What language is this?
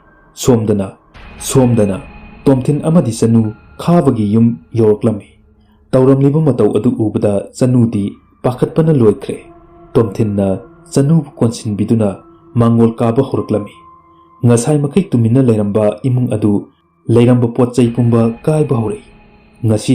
Manipuri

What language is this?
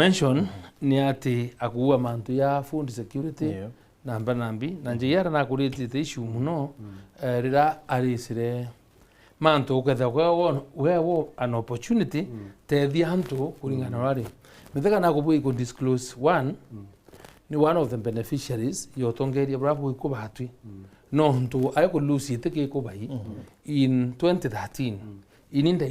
Meru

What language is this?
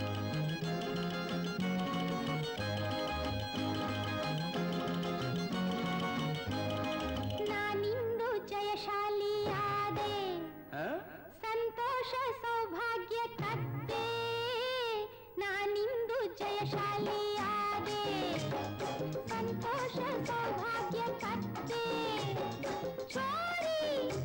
Kannada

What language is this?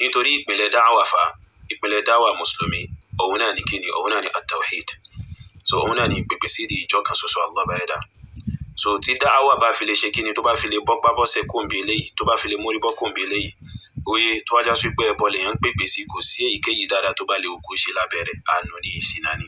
Yoruba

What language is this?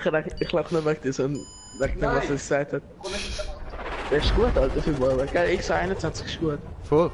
Swiss German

